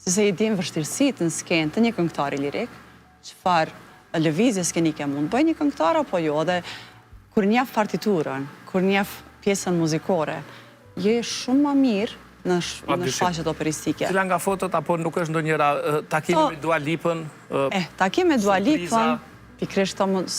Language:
Albanian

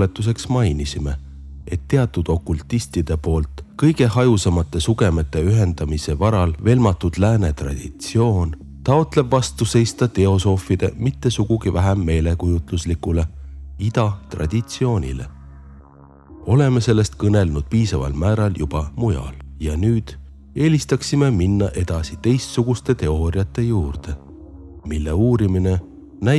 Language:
Estonian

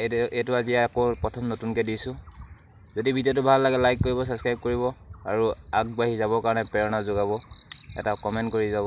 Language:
Assamese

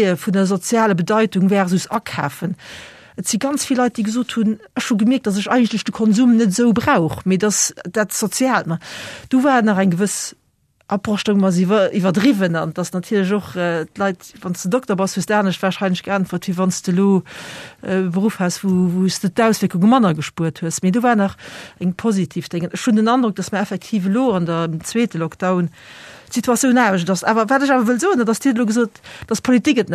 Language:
Luxembourgish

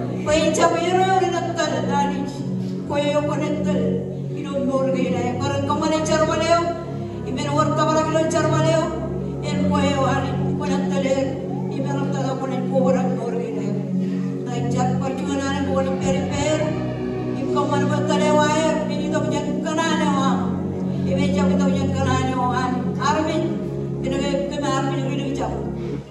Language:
Marshallese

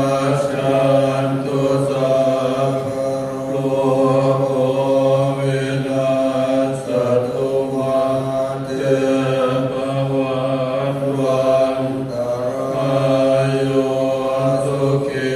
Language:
Pali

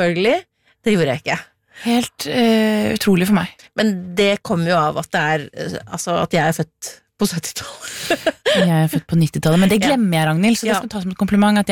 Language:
Norwegian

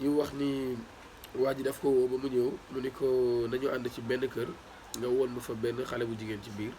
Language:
Wolof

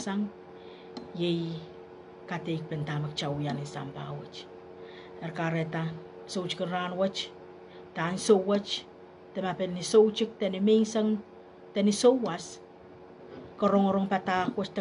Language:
Pohnpeian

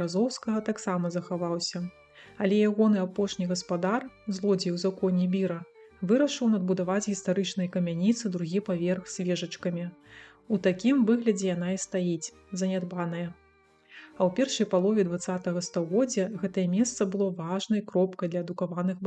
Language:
Belarusian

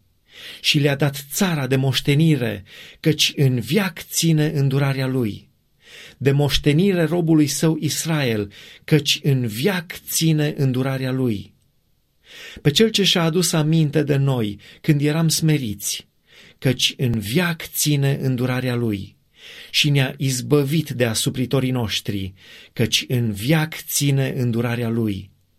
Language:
Romanian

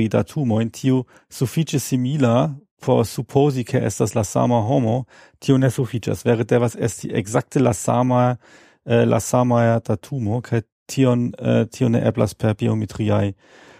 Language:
Esperanto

